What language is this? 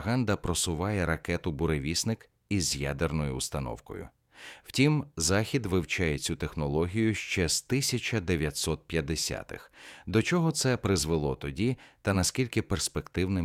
Ukrainian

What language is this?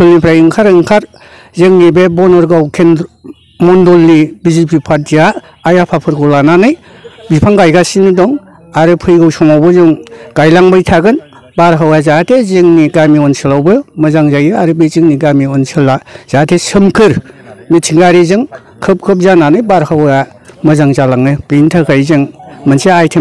Bodo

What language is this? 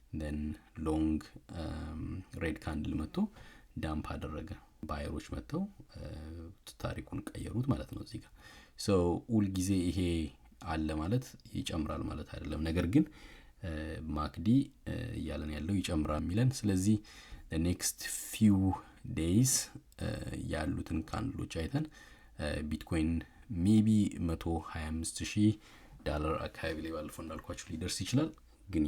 Amharic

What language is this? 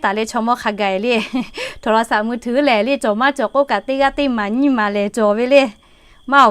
Lahu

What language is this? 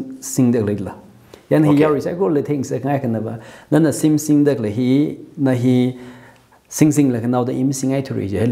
Tangkhul Naga (India)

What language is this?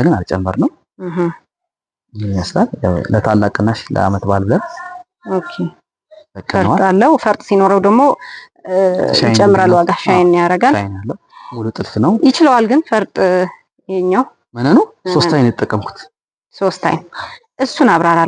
Amharic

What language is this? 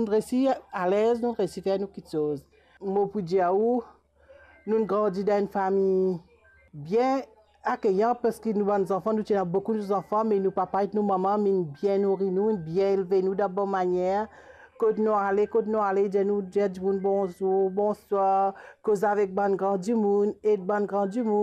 Morisyen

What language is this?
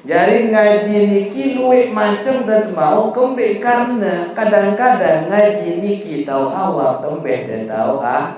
Sasak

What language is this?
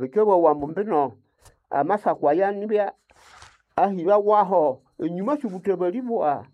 Nande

